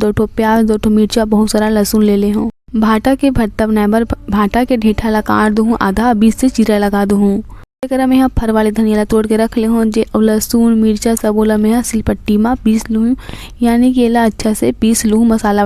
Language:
Chhattisgarhi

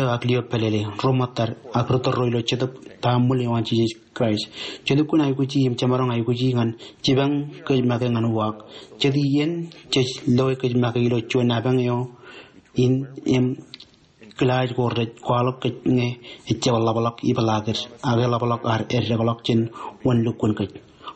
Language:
Marshallese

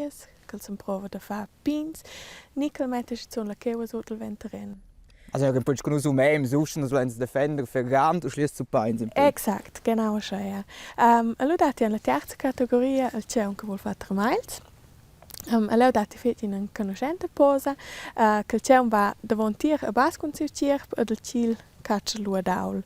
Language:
Romansh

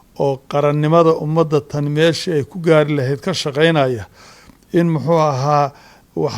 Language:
Somali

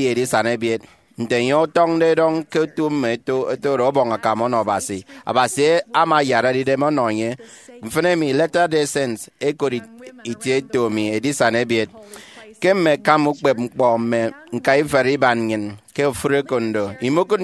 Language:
Efik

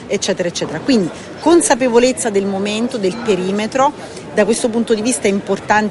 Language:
Italian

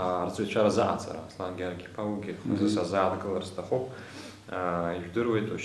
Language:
Abkhazian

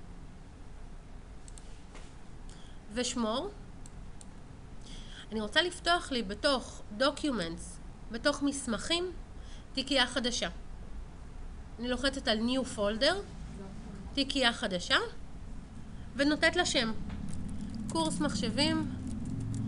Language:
Hebrew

